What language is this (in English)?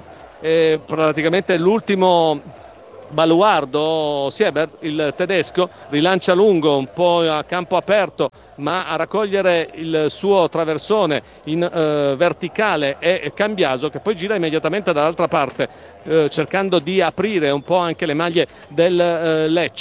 Italian